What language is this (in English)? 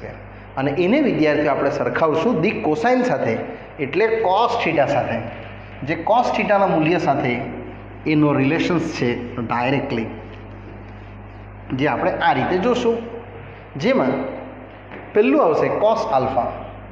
Gujarati